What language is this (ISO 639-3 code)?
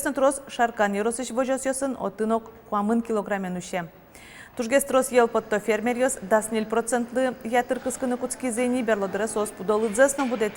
udm